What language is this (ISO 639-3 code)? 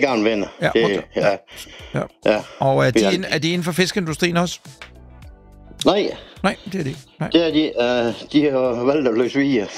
dan